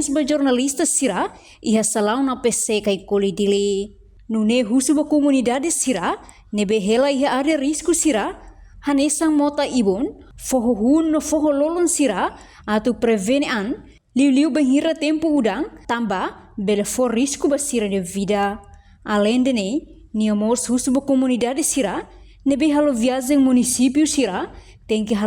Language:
Tetum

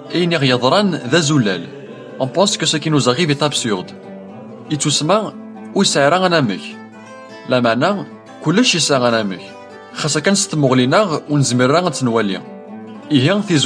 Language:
Kabyle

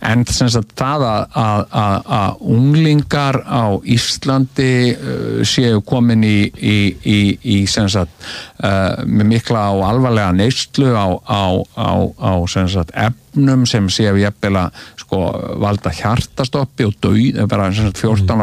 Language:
Icelandic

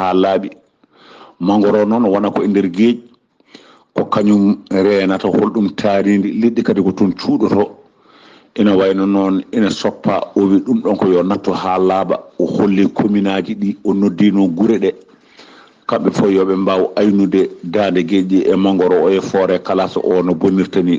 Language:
Fula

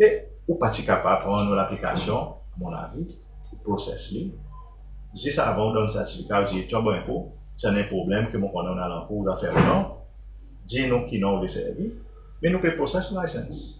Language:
Seselwa Creole French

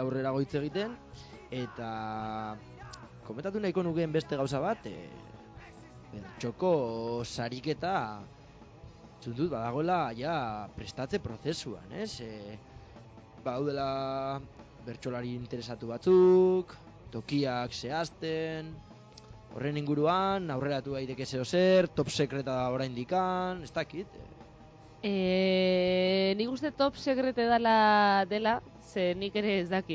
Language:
Basque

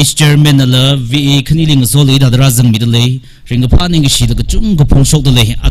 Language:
Tangkhul Naga (India)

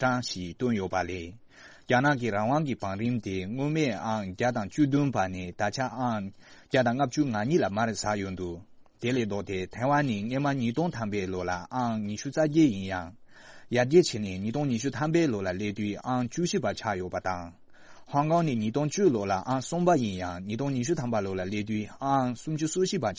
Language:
Tibetan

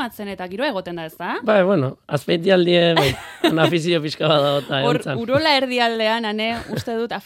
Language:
Basque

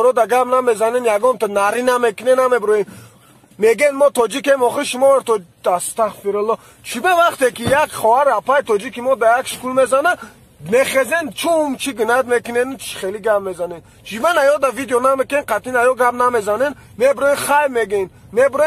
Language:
Tajik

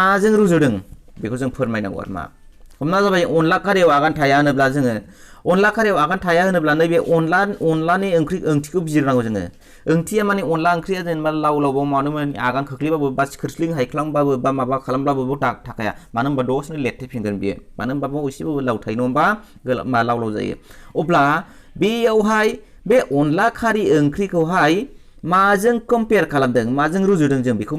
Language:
Bodo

